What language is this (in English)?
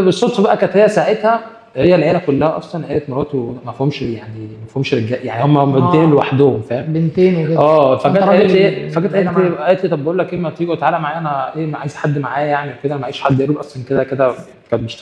Egyptian Arabic